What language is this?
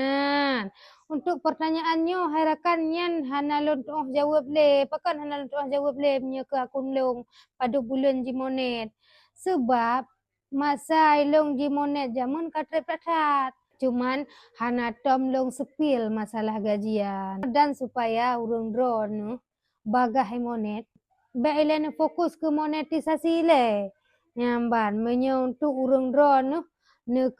Achinese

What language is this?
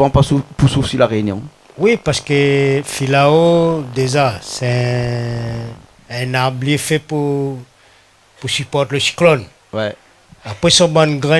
Réunion Creole French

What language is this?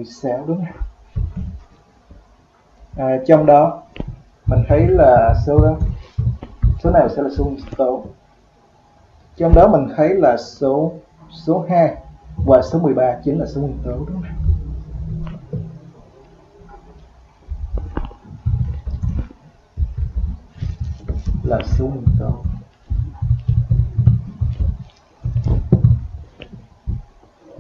Vietnamese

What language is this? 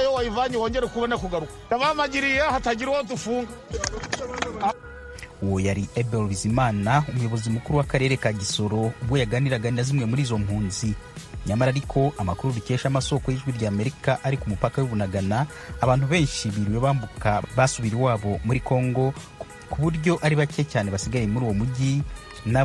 Kinyarwanda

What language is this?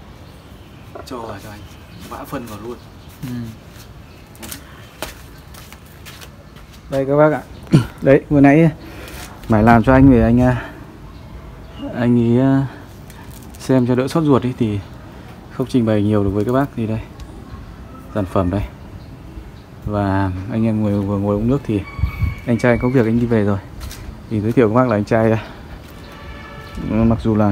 Vietnamese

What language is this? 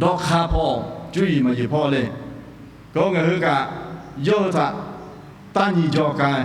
Lahu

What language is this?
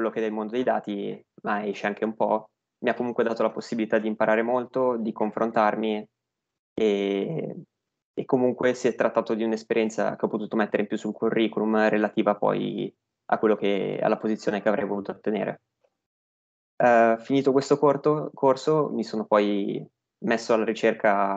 Italian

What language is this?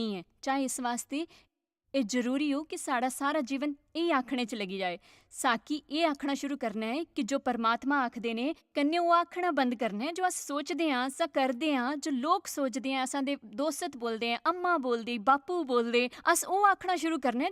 Dogri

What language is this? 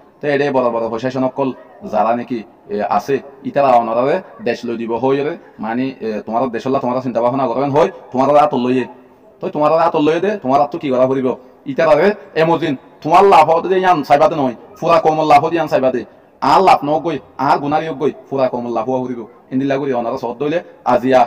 Rohingya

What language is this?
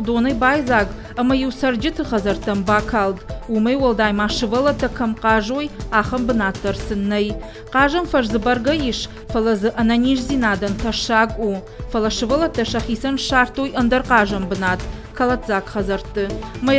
Ossetic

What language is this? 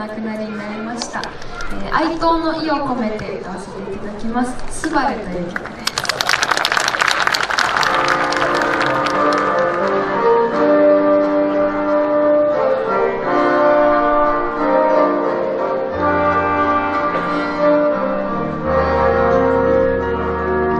Japanese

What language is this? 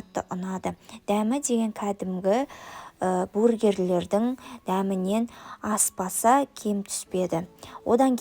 Kazakh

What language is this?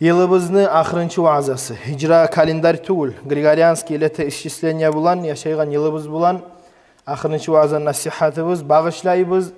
Kumyk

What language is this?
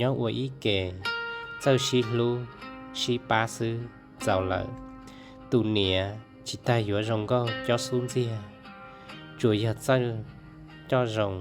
Hmong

